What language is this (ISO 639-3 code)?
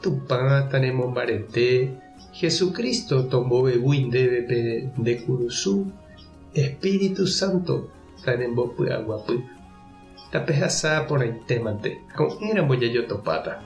grn